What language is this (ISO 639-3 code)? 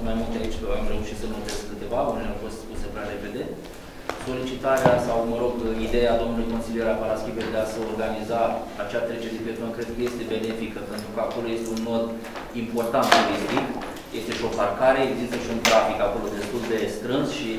ron